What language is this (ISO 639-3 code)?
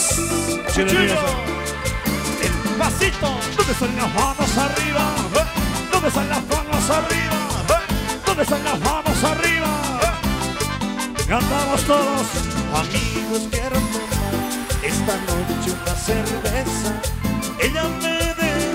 spa